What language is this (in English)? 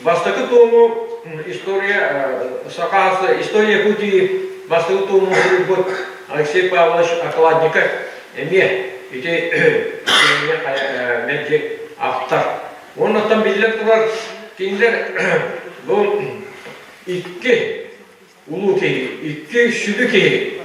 Yakut